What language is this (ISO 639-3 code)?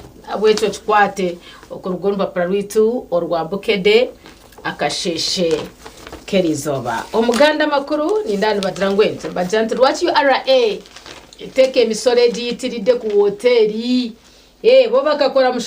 nyn